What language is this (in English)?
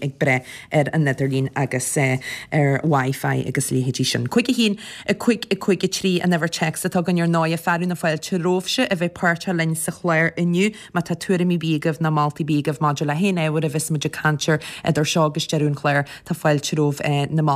Irish